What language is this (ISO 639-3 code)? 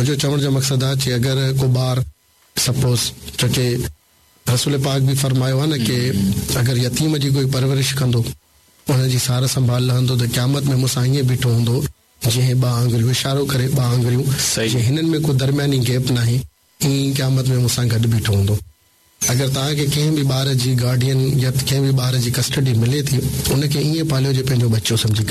snd